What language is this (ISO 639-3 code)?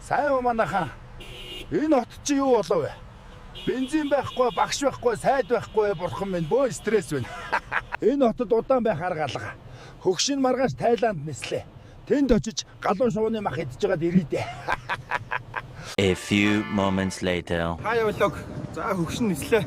mon